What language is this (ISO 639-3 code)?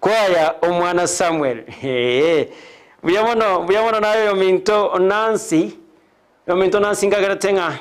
guz